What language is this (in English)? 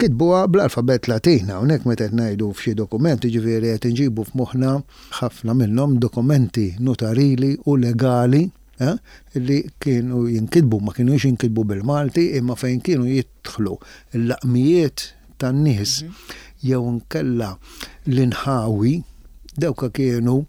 Maltese